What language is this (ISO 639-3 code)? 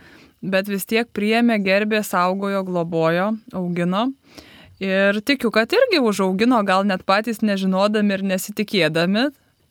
lit